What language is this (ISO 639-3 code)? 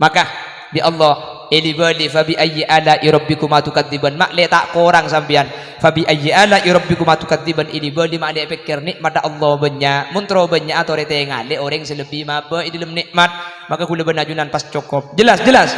mad